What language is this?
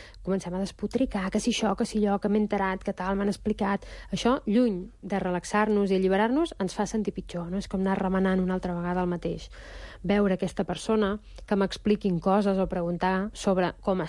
Catalan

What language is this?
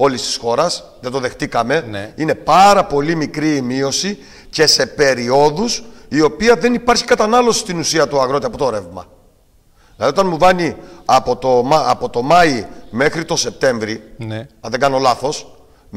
Greek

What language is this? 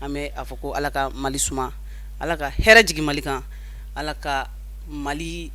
Bambara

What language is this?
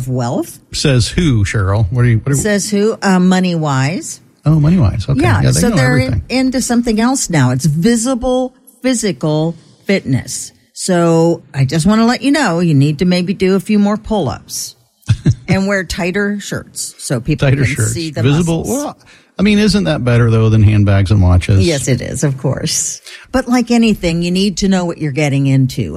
English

